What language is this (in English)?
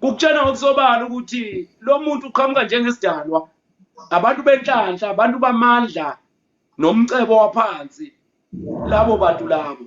Zulu